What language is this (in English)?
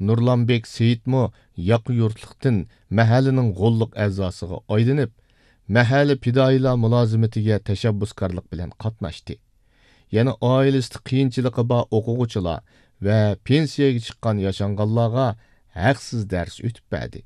Uyghur